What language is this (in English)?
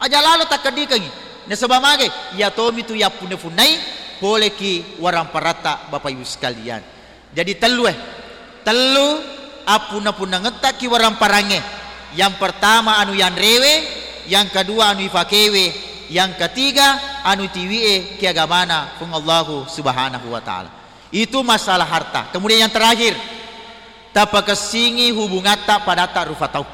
Buginese